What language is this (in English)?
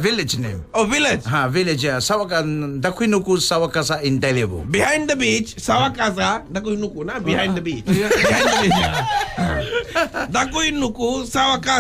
Fijian